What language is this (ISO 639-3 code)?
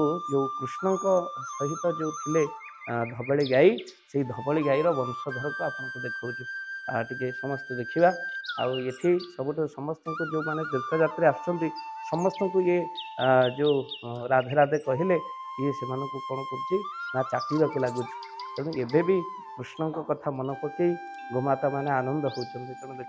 ori